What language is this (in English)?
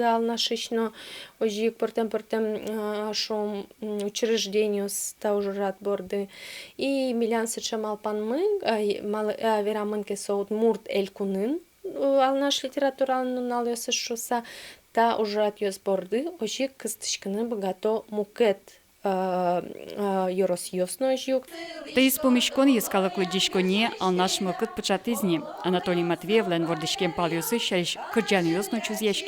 Udmurt